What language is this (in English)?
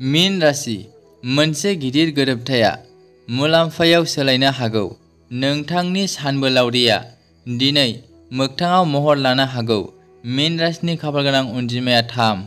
Bodo